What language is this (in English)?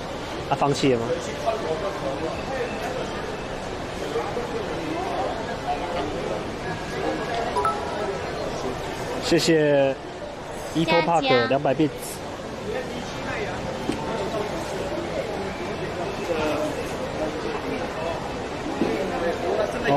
Chinese